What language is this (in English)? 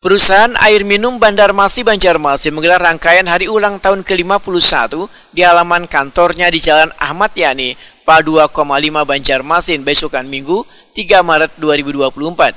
Banjar